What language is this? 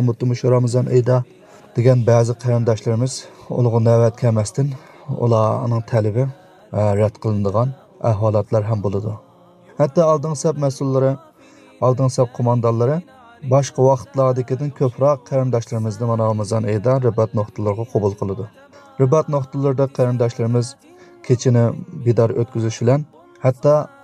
Uyghur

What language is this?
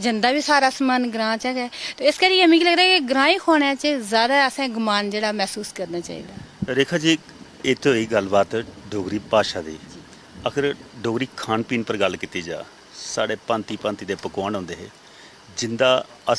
Dogri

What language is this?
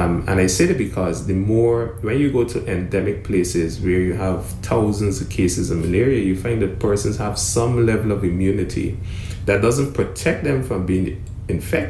English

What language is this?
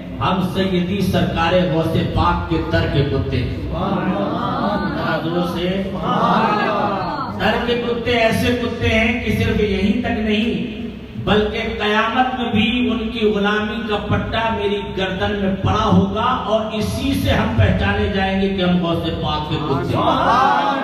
Urdu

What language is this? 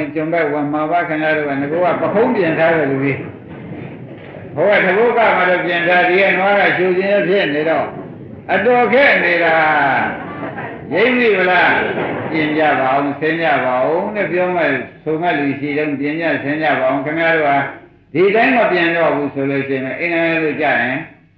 Burmese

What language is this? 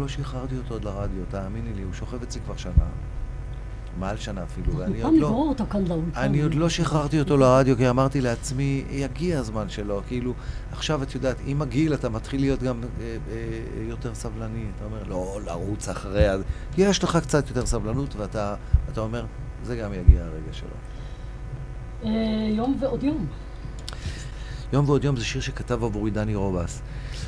Hebrew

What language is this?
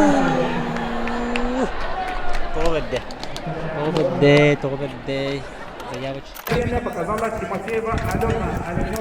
Yakut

